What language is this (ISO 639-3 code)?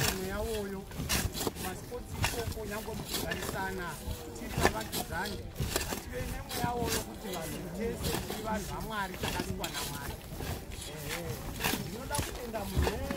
sna